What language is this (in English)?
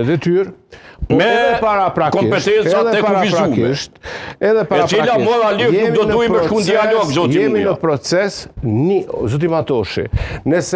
Albanian